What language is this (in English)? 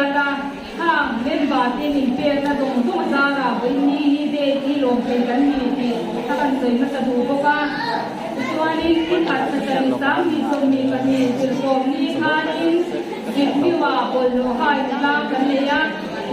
Mizo